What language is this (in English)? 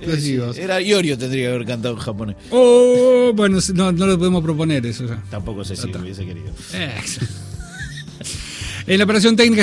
Spanish